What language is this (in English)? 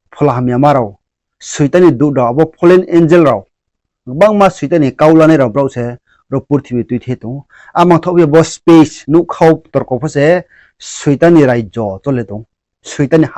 Riang (India)